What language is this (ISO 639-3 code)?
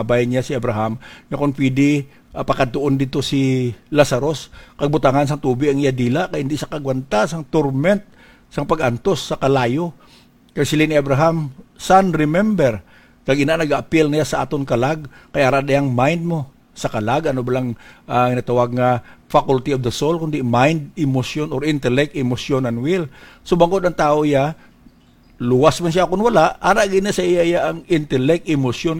hil